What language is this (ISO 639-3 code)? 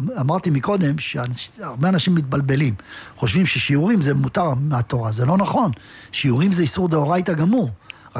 heb